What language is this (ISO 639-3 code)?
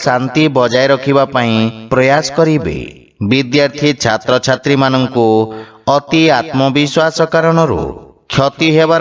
ori